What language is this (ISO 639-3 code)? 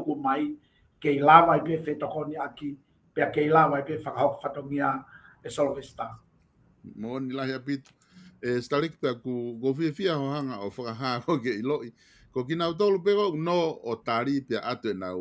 ton